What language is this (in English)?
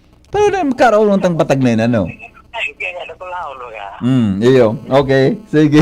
Bikol